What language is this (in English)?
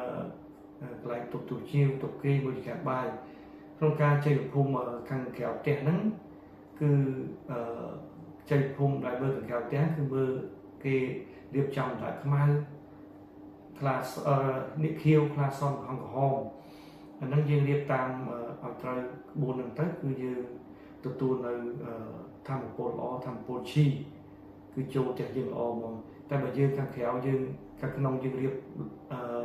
Khmer